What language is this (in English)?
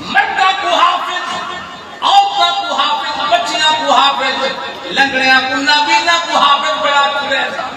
Saraiki